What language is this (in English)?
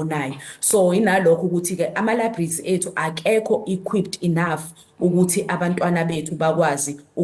Zulu